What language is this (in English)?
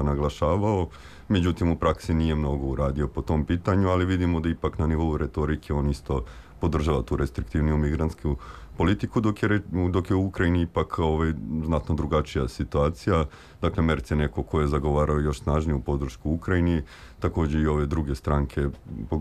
Serbian